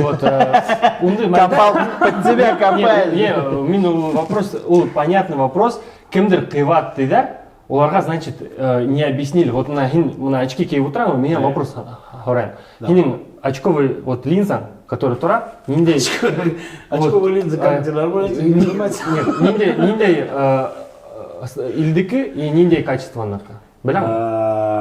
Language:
Bashkir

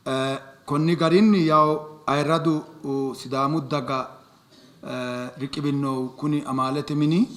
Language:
Sidamo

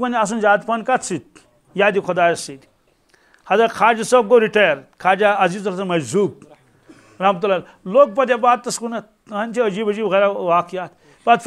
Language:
Kashmiri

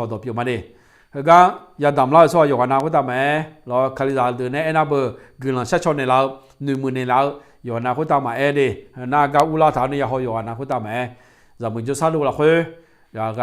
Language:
Akha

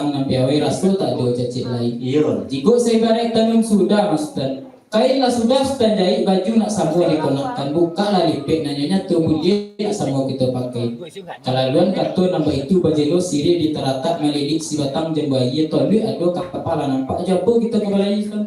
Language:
Minangkabau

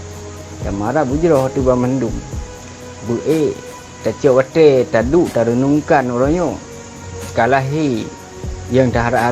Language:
Achinese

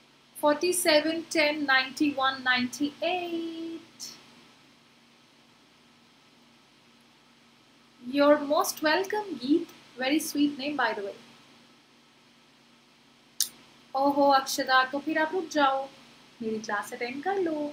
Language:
Hindi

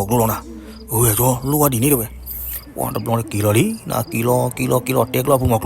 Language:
S'gaw Karen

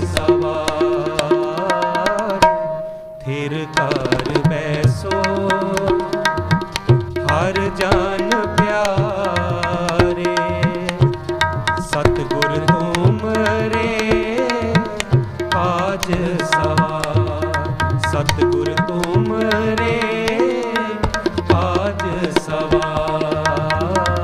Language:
Punjabi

